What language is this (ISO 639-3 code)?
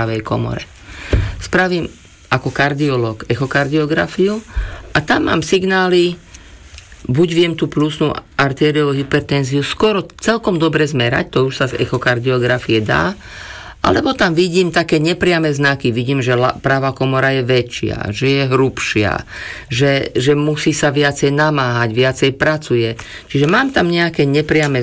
slk